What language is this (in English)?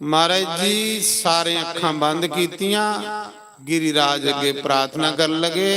Dogri